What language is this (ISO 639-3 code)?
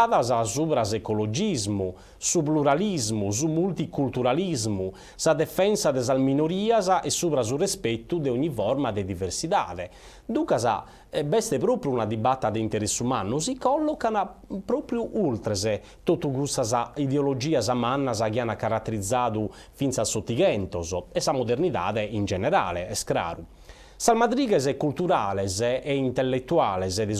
srd